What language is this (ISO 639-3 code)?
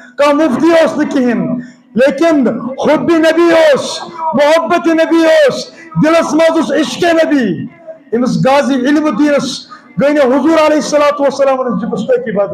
kas